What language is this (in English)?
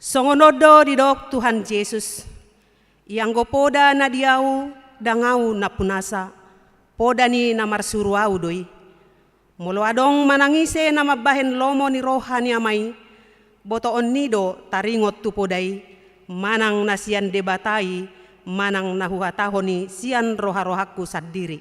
Batak Toba